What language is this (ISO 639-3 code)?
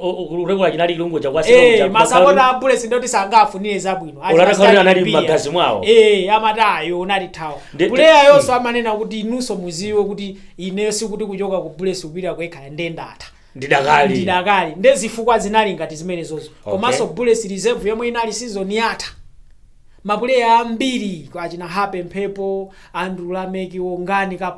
nya